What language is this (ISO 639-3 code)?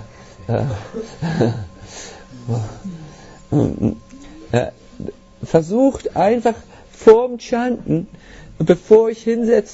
deu